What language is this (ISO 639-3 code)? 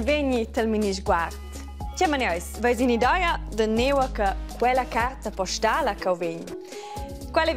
roh